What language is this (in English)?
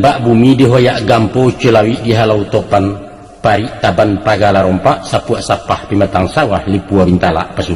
Minangkabau